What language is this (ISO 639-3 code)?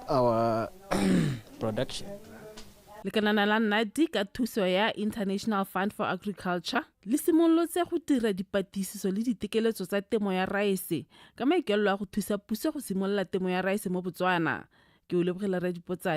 tsn